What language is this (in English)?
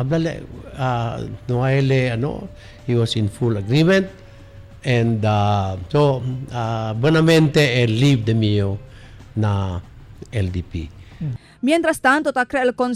Chavacano